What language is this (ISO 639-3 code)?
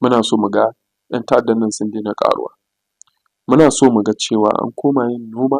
hau